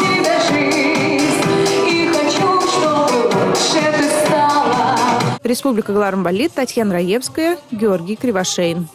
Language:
Chuvash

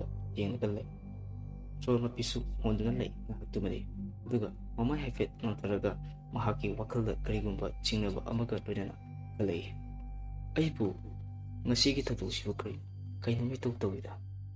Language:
Manipuri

